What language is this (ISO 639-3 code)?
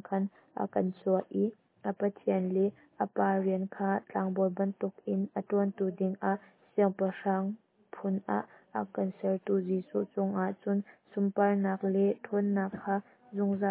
cnh